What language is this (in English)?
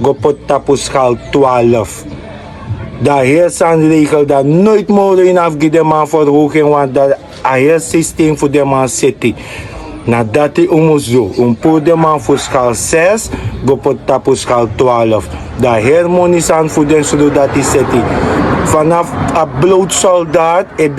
Sranan Tongo